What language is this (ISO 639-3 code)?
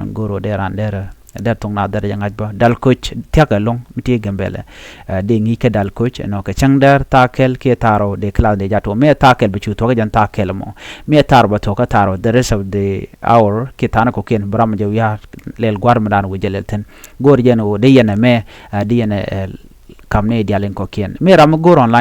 nus